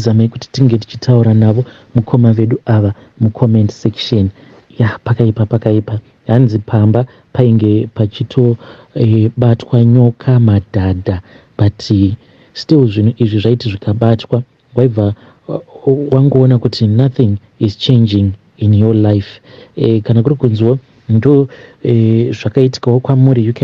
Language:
Shona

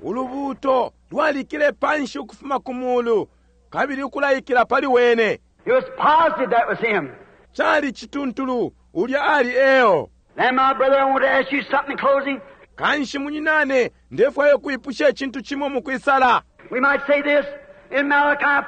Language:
Bemba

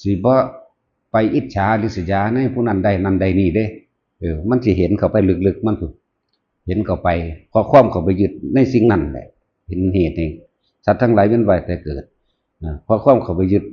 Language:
Northeastern Thai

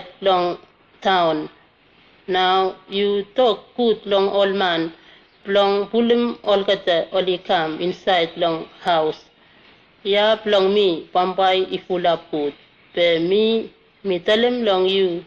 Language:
Bislama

